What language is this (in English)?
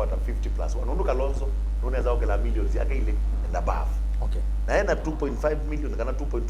Kamba